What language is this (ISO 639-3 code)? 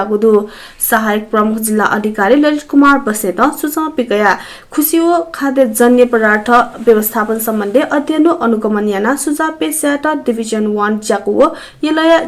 new